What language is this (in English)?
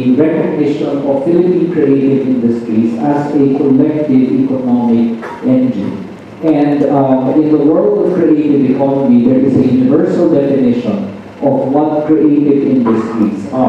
English